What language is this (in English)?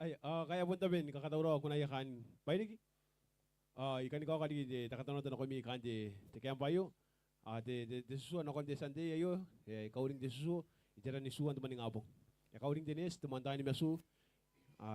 Gilbertese